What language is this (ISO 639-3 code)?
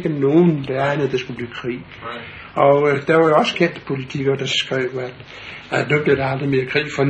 dan